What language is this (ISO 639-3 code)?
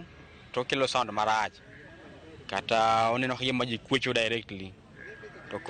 luo